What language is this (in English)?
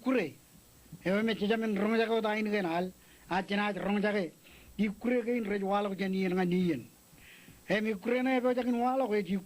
Marshallese